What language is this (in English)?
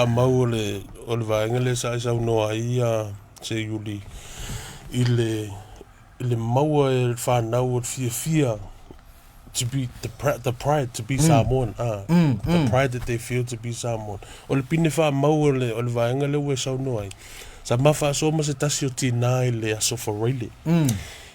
Samoan